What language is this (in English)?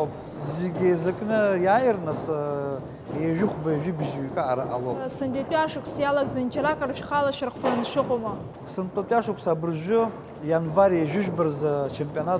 Abkhazian